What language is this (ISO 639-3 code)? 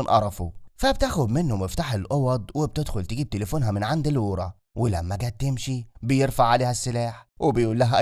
arz